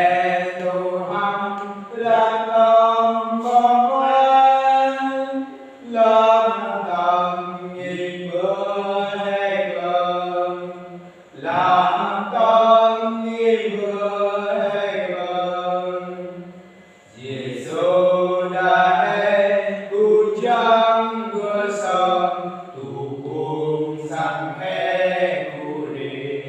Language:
Central Mnong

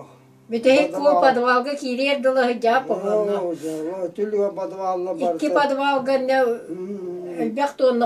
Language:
Yakut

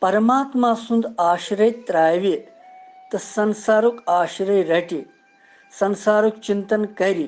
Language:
Kashmiri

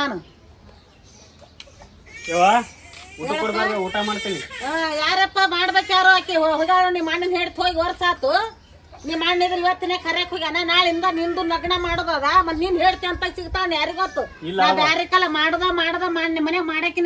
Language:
Kannada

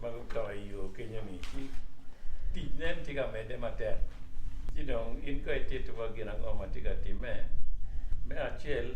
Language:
Acoli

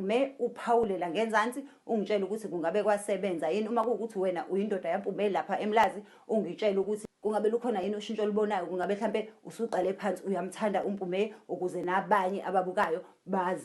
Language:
Zulu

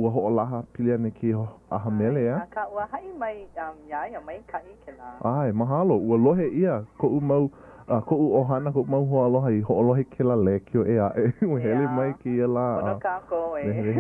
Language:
Hawaiian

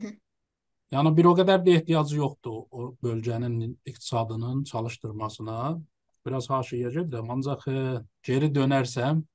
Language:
South Azerbaijani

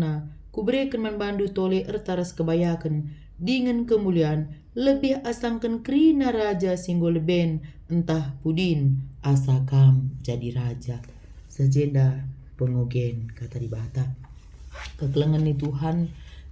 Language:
Batak Karo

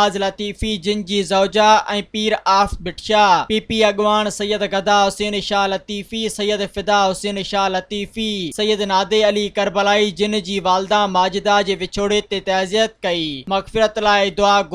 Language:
Sindhi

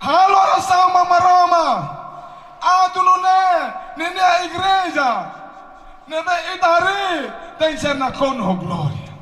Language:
Tetum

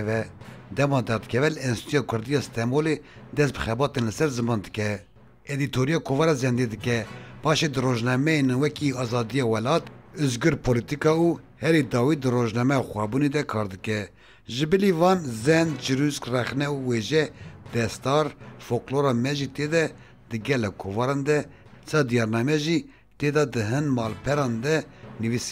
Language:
Kurdish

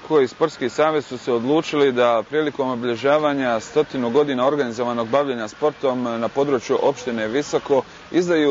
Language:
Bosnian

